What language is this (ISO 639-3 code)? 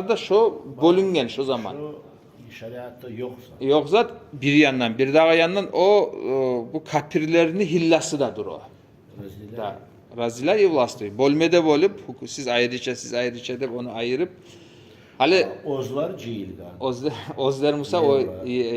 kum